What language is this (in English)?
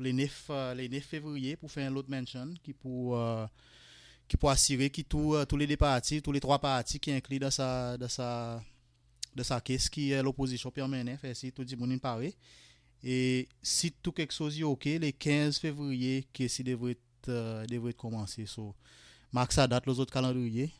Seselwa Creole French